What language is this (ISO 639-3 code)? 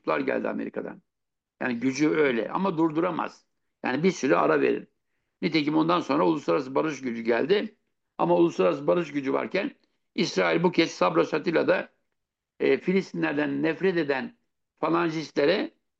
tur